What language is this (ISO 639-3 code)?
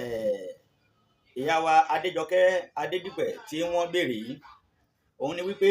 yor